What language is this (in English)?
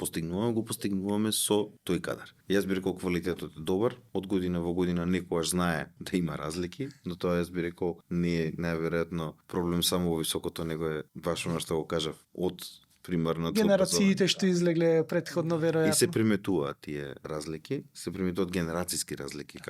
Macedonian